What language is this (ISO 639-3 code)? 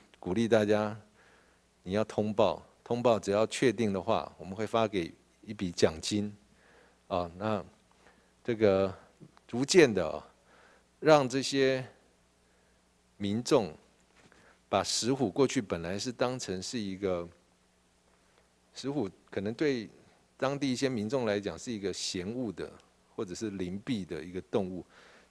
zho